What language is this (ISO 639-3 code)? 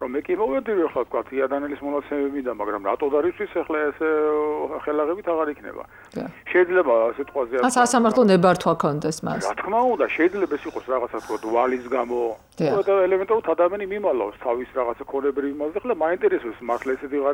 kat